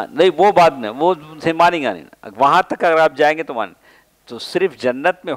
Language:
Urdu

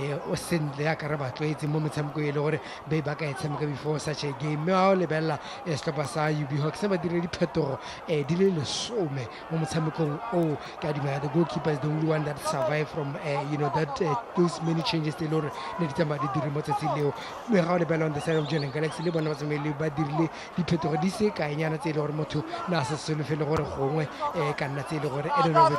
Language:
Tswana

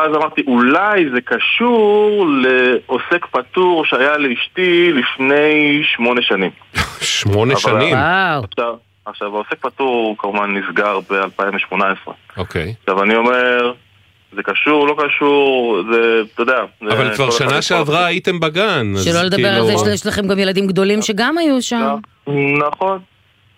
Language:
Hebrew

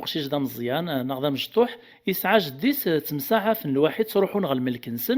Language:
Kabyle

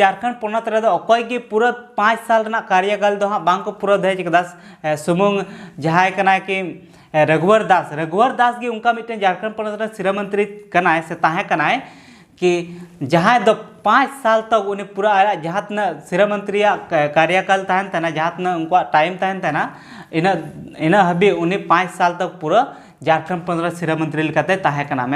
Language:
Santali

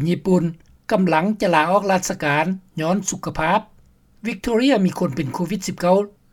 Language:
Lao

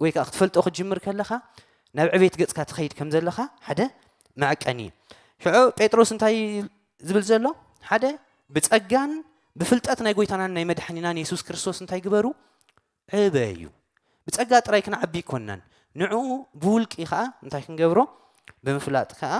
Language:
Tigrinya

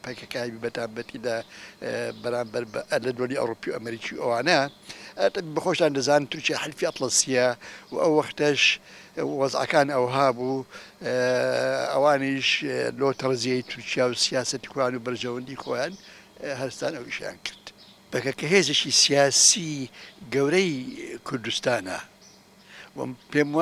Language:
Central Kurdish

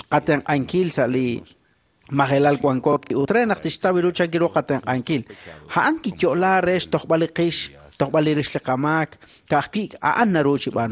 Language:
Kekchí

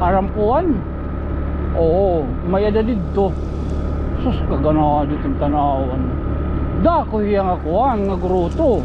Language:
Waray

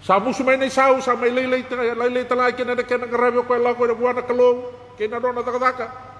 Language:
Fijian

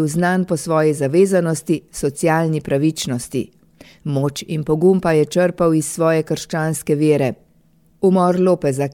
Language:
Slovenian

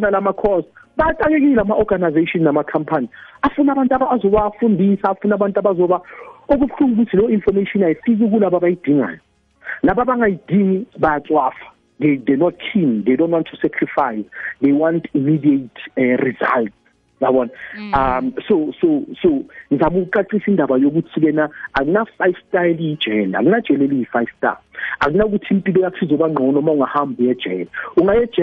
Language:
South Ndebele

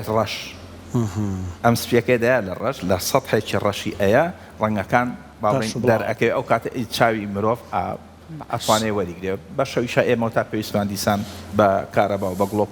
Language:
Central Kurdish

